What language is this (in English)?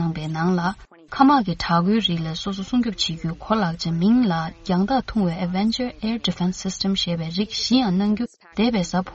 Tibetan